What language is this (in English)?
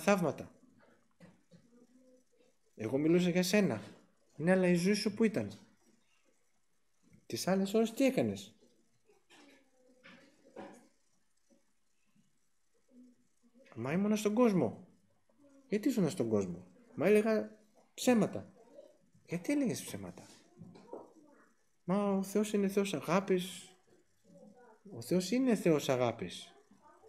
Greek